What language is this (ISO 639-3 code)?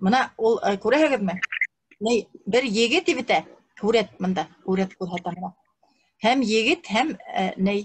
bak